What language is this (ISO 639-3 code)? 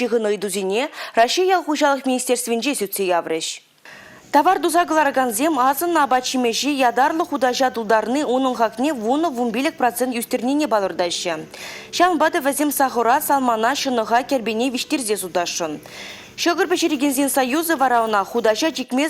chv